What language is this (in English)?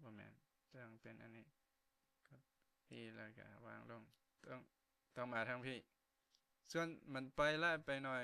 Lao